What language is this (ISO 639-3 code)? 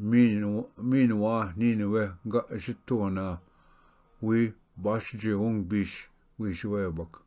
oji